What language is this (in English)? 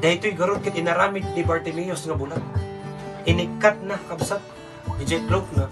Iloko